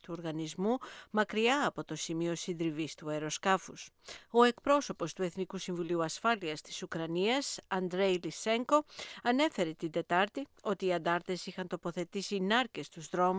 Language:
Greek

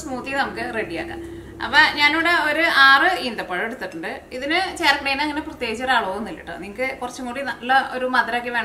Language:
Malayalam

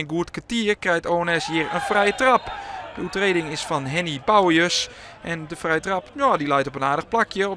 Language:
Western Frisian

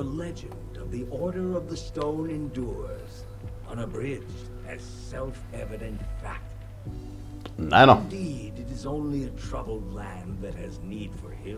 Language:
Finnish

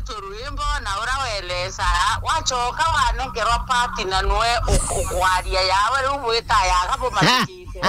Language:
Meru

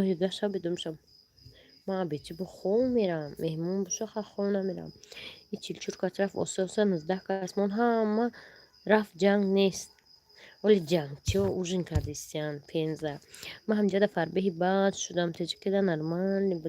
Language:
Tajik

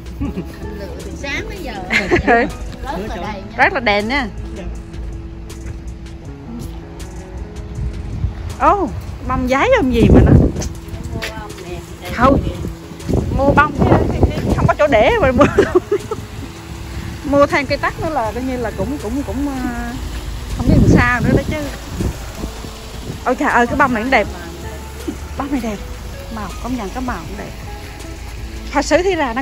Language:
Vietnamese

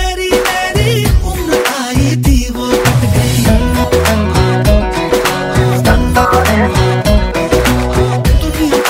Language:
Hindi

